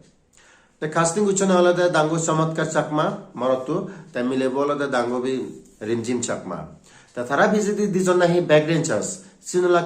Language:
Chakma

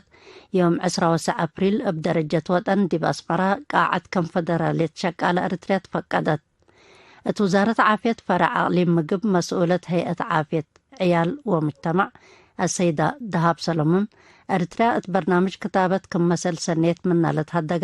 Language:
Tigre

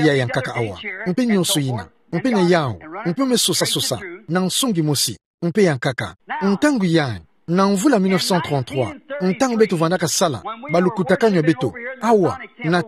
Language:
Kituba (Democratic Republic of Congo)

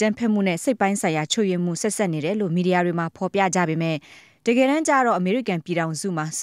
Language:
Burmese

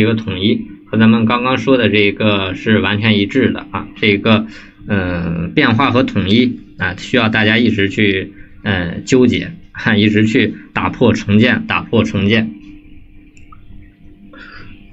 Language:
Chinese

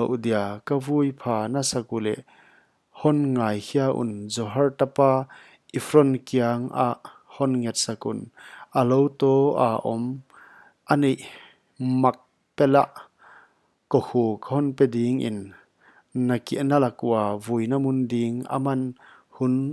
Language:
Paite Chin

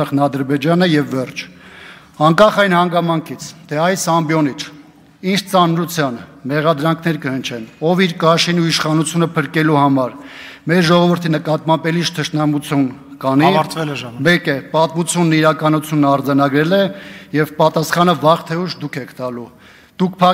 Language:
Armenian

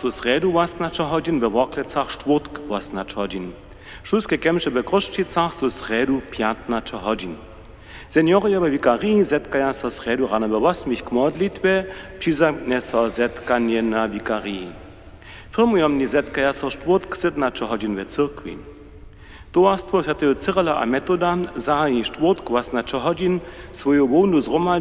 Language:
Upper Sorbian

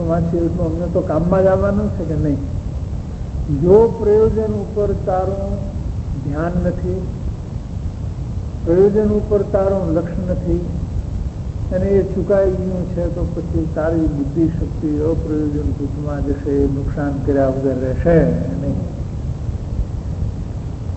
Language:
Gujarati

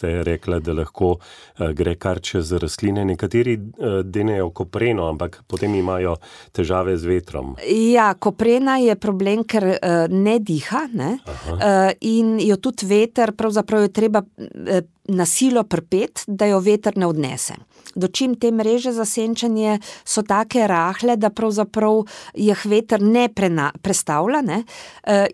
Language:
Slovenian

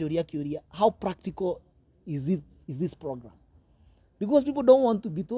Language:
Kikuyu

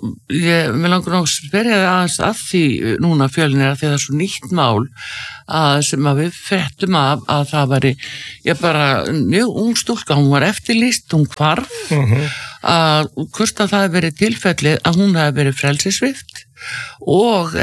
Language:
Icelandic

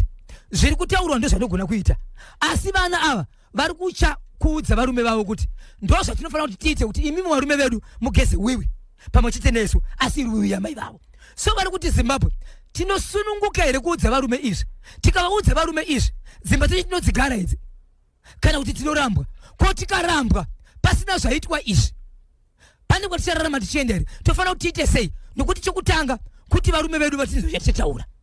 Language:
Shona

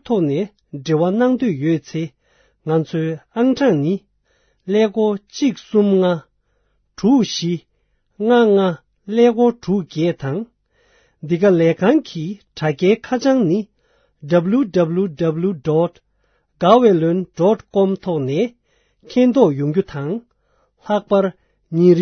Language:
Tibetan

